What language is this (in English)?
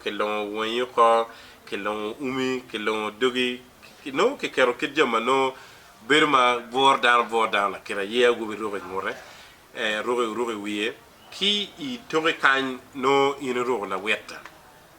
Acoli